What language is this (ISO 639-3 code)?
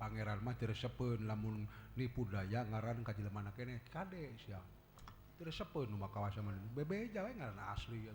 sun